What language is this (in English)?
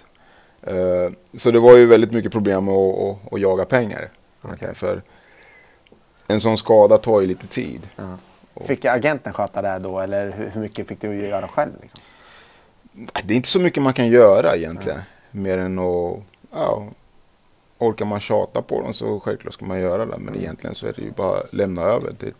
Swedish